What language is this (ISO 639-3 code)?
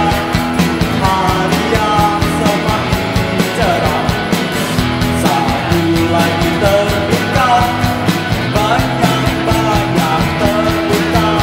ind